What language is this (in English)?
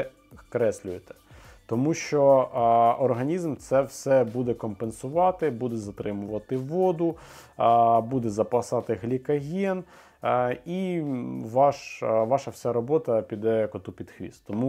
Ukrainian